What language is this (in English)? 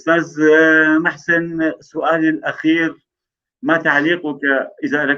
North Levantine Arabic